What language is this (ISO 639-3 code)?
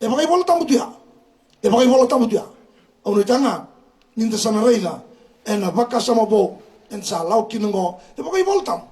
fij